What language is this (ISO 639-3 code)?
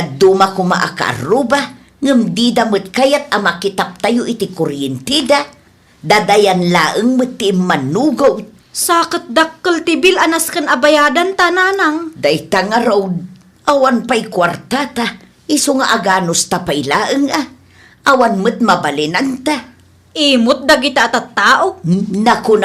ilo